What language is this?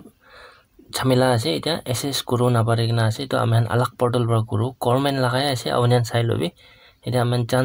Naga Pidgin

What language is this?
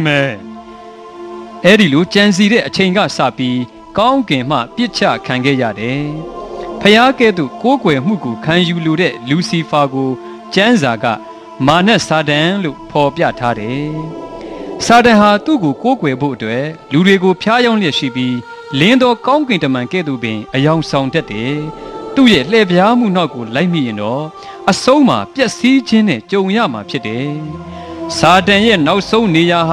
Burmese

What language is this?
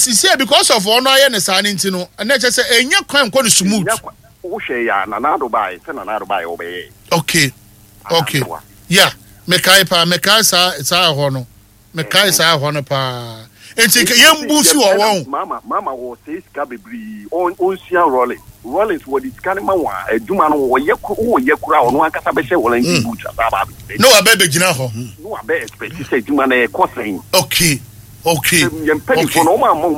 Akan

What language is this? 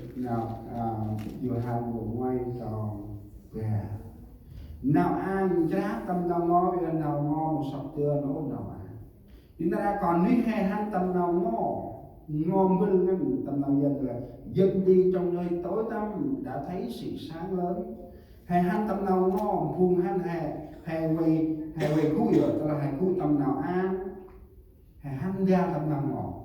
Central Mnong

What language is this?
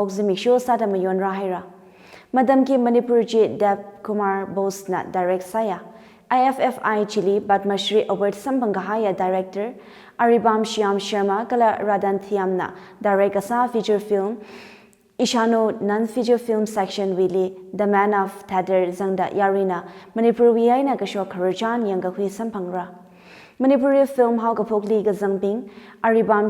Tangkhul Naga (India)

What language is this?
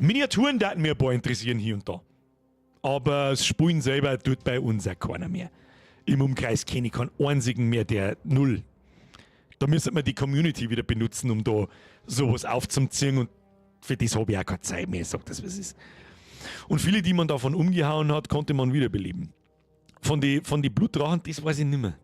Bavarian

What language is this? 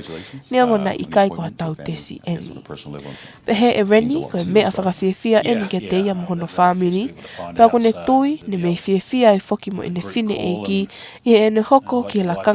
Tongan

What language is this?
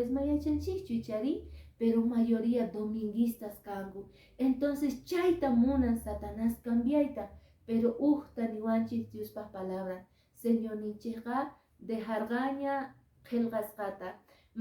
Quechua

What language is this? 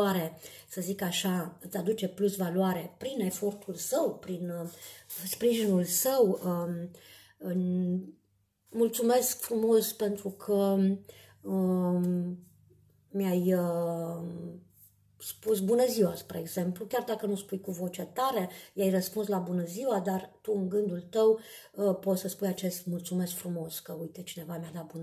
Romanian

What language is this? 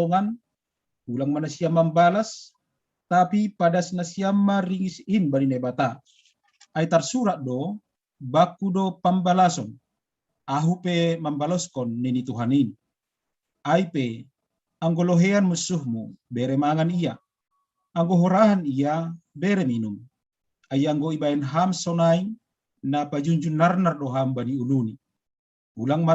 Batak Simalungun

